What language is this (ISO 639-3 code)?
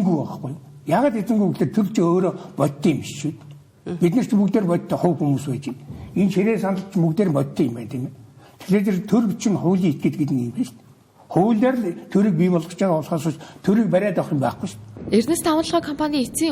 mon